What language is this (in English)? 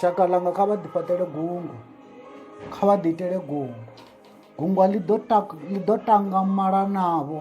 Venda